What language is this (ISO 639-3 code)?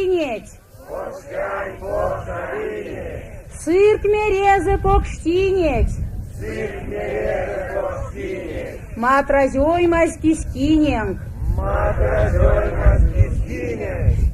myv